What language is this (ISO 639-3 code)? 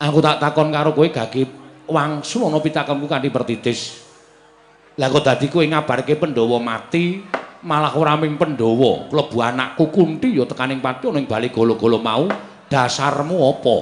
jav